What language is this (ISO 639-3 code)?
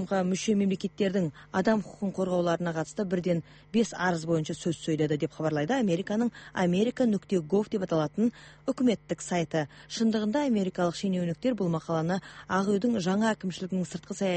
kaz